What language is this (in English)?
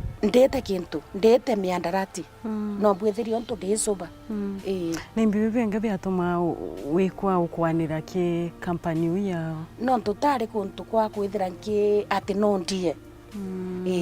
Meru